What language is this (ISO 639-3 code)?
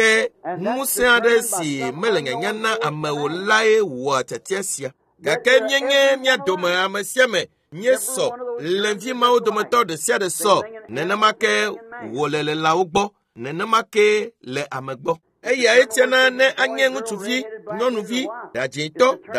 ewe